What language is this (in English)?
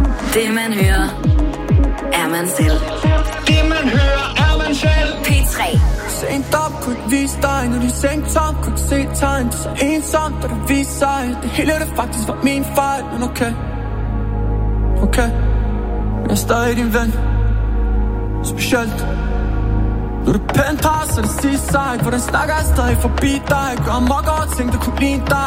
Danish